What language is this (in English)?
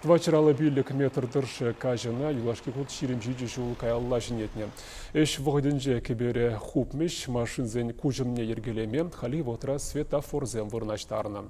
Chuvash